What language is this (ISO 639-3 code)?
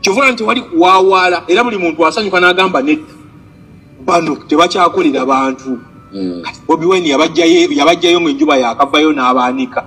lug